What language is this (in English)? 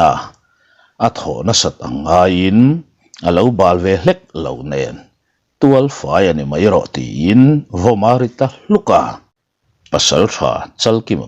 Mizo